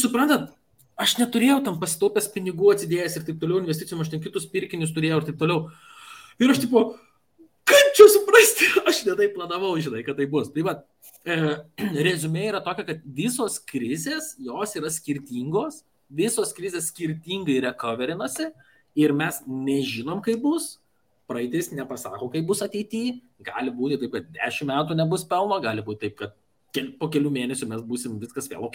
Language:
Lithuanian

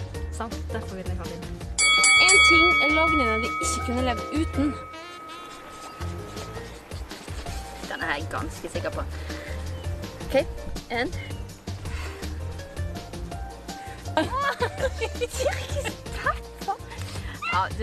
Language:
Norwegian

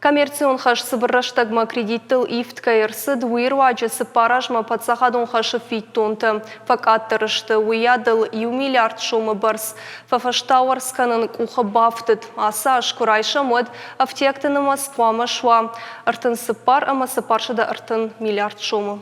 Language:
Ossetic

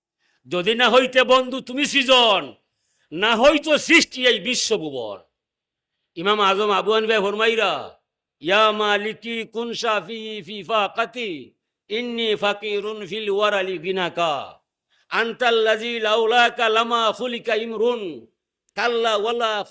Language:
Sylheti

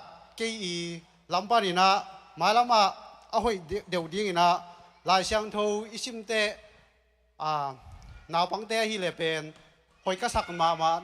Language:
Tedim Chin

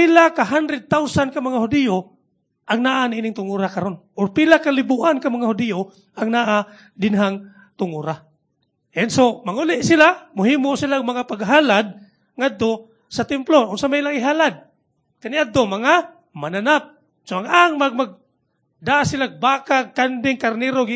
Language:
Cebuano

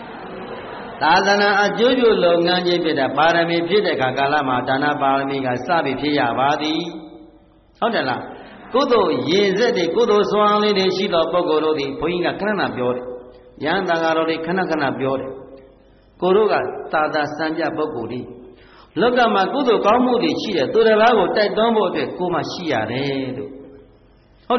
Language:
Burmese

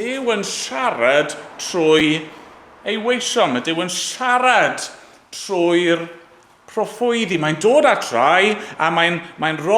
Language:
Welsh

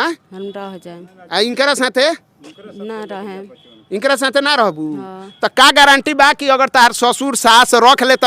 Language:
Bhojpuri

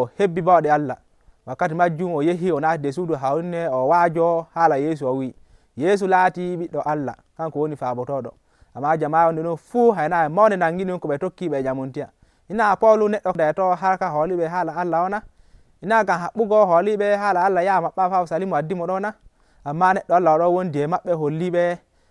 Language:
Nigerian Fulfulde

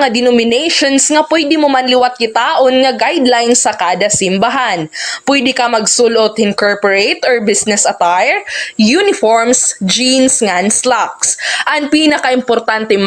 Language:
Waray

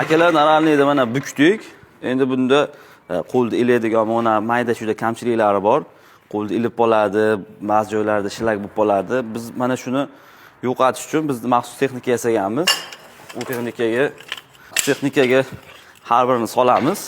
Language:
Uzbek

